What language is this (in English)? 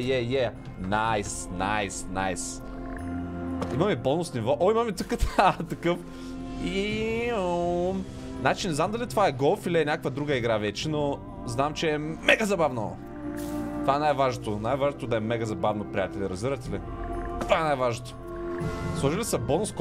Bulgarian